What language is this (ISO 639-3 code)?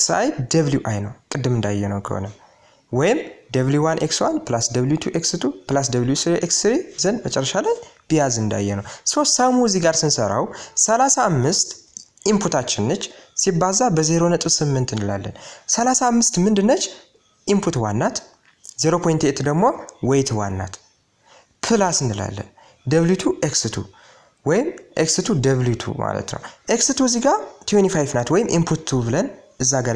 amh